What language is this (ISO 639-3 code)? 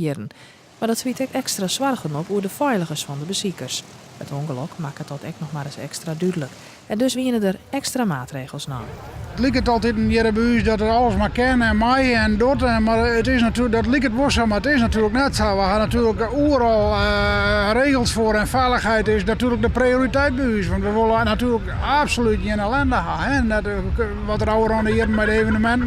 fry